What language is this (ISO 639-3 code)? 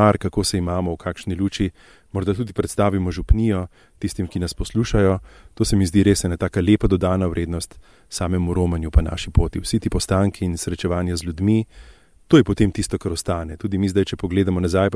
slv